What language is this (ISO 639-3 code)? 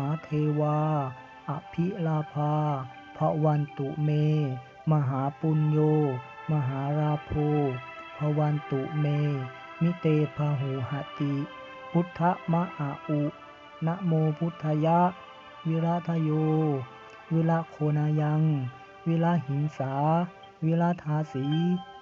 pli